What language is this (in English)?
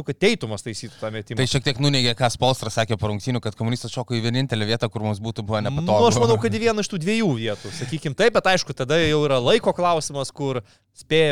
Lithuanian